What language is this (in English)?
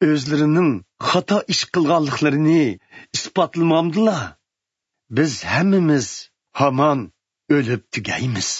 Uyghur